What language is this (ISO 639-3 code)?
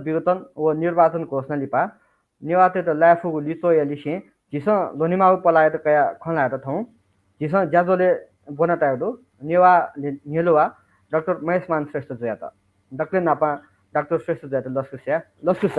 new